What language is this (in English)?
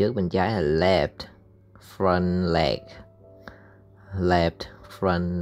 Vietnamese